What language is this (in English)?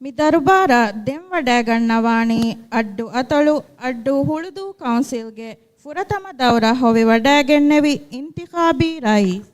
Divehi